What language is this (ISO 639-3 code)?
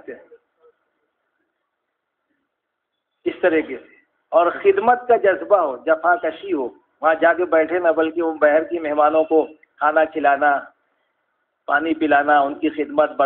urd